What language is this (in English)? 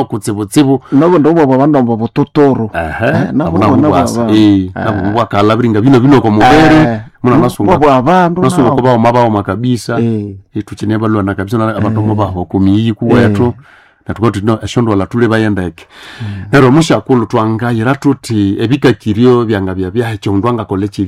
Nande